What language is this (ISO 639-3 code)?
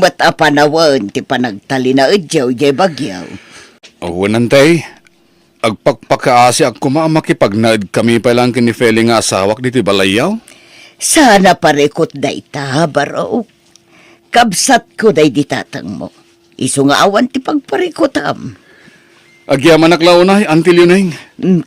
ilo